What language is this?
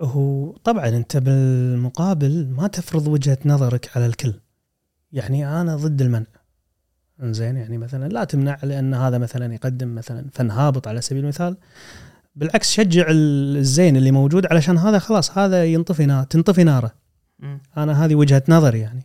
Gulf Arabic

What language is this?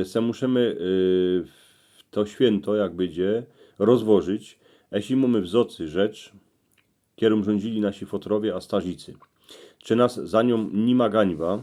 Silesian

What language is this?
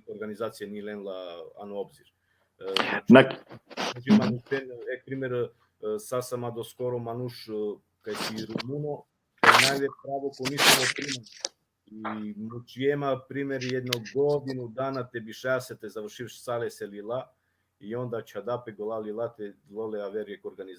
Balkan Romani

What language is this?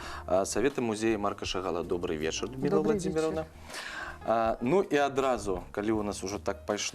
Belarusian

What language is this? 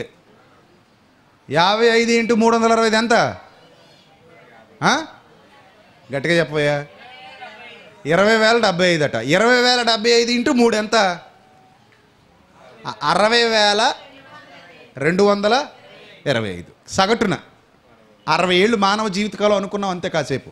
Telugu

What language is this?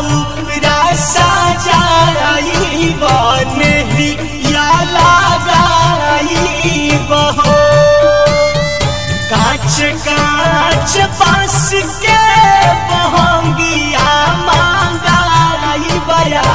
Bhojpuri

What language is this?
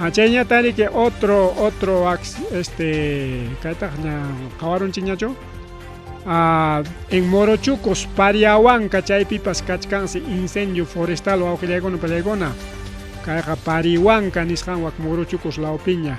Ayacucho Quechua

